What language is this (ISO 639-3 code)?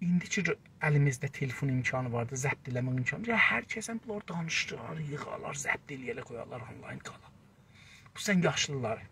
azb